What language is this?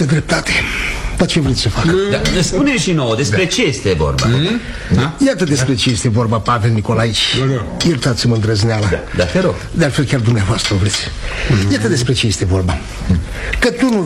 Romanian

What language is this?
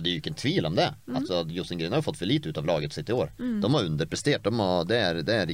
Norwegian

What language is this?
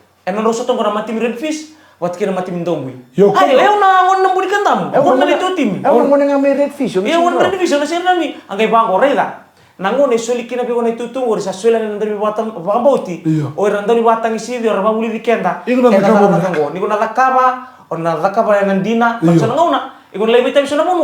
Fijian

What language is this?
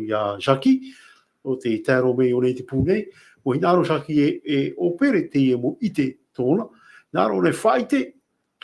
Tahitian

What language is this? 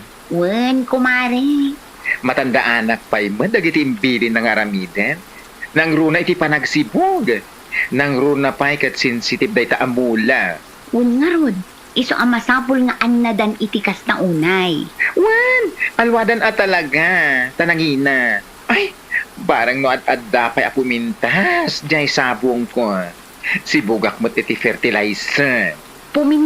Iloko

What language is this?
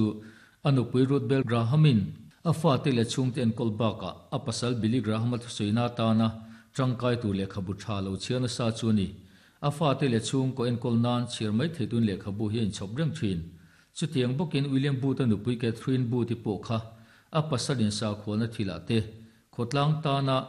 Mizo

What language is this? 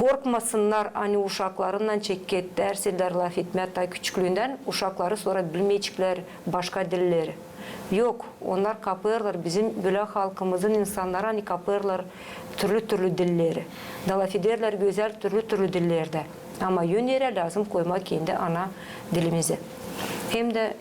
Gagauz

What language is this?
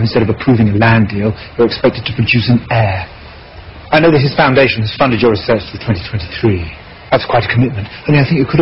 English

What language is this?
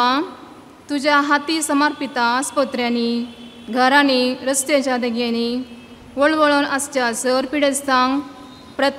Konkani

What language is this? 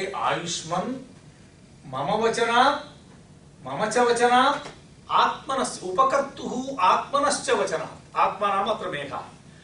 Sanskrit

